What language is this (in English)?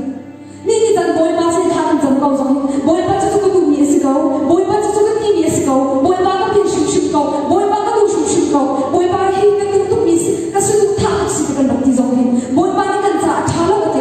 Hakha Chin